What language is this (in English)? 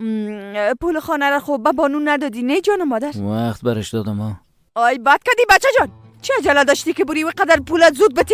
Persian